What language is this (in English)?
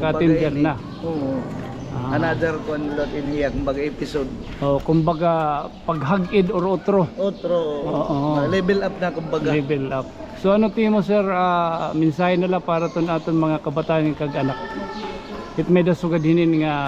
Waray